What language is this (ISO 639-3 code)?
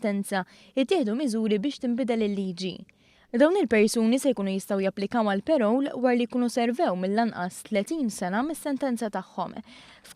mlt